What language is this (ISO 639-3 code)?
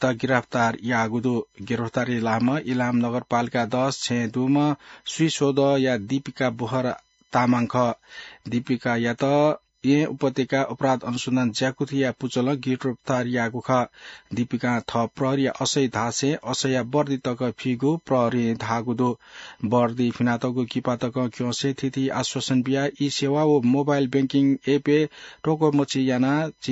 new